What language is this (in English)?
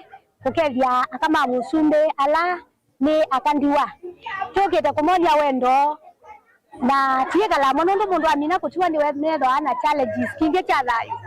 Kamba